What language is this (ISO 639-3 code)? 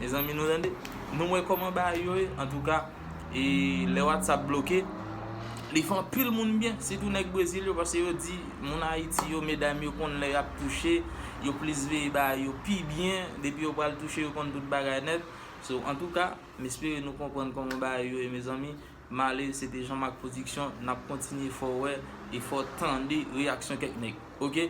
hat